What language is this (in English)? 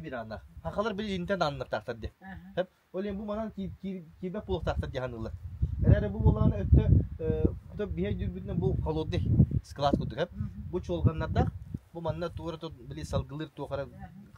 Yakut